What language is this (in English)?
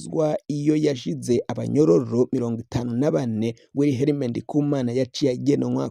Rundi